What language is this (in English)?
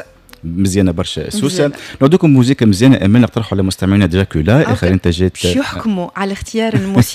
Tunisian Arabic